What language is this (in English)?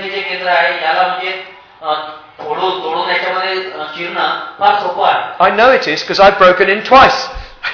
Marathi